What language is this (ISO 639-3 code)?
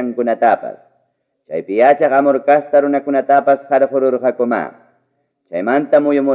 quy